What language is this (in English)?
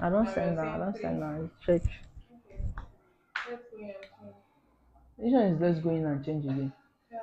Nigerian Pidgin